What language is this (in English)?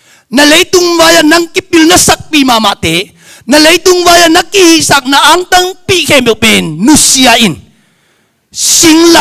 Tedim Chin